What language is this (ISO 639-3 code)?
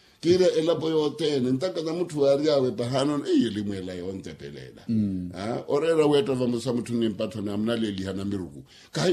vmw